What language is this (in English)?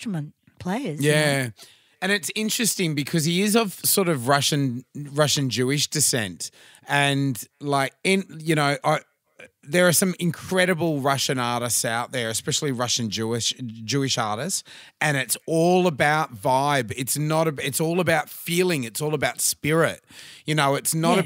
English